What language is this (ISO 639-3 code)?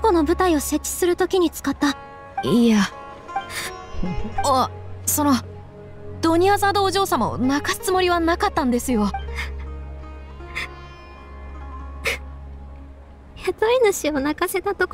jpn